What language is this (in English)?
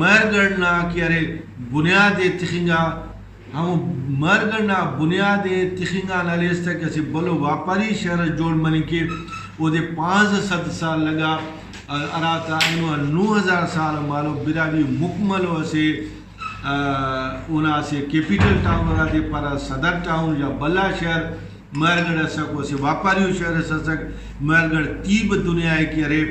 Brahui